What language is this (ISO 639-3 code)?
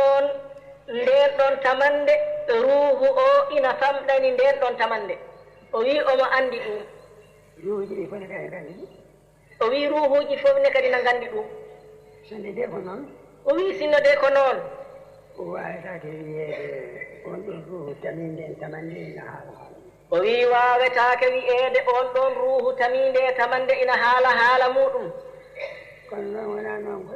ful